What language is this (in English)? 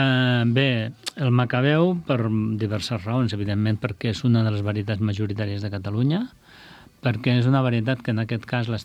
Catalan